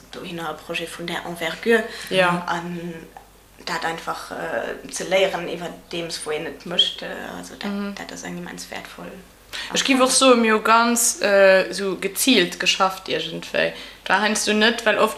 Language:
Luxembourgish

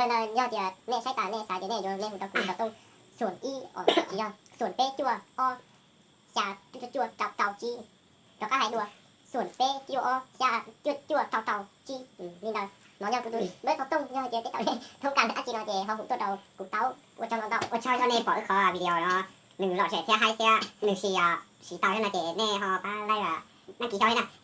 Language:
Hmong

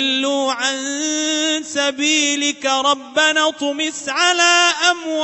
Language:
Arabic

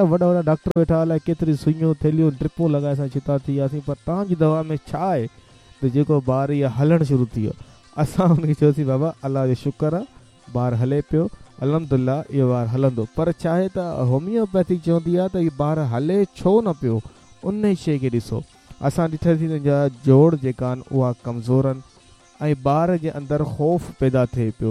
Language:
Sindhi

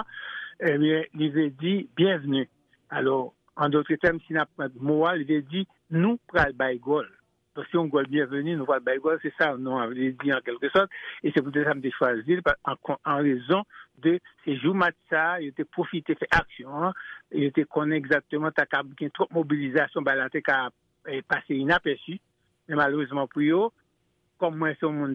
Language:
Haitian Creole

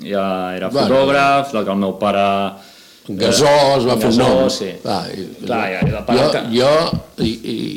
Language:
Catalan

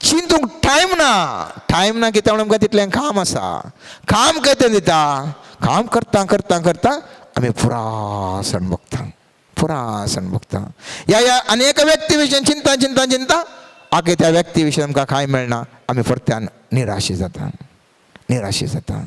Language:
Konkani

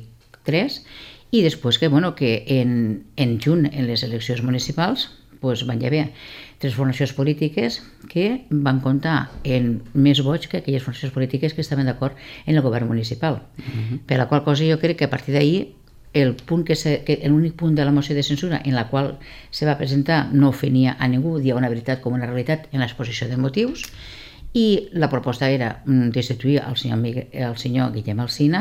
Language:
Catalan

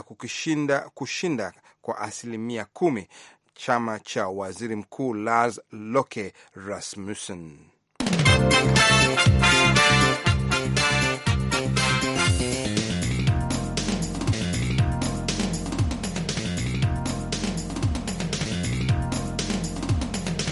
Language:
Swahili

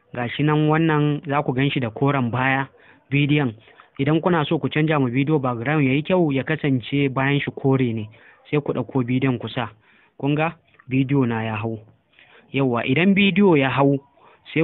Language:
Hausa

